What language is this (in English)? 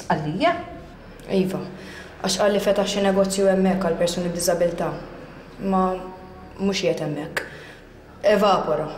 Maltese